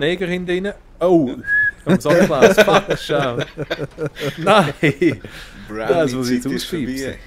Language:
Swiss German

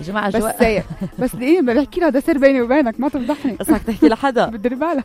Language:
North Levantine Arabic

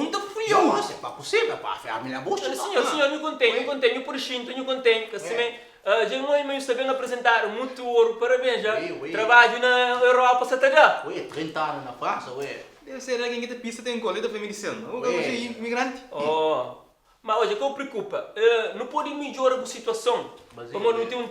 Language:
Kabuverdianu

